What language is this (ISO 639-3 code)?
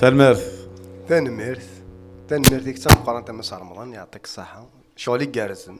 kab